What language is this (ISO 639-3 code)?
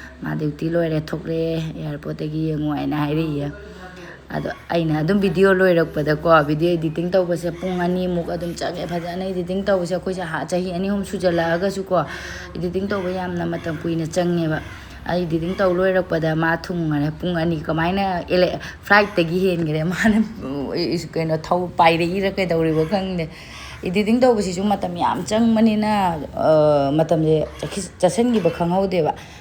mni